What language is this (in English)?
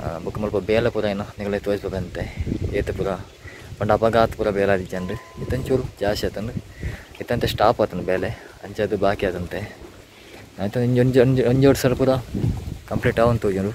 Tulu